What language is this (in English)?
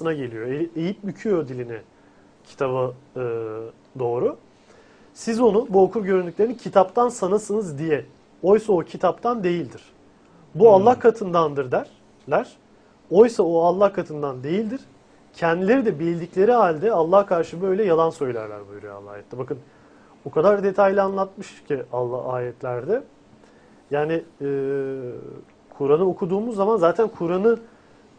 Turkish